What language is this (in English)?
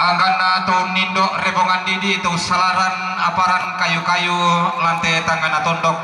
Toraja-Sa'dan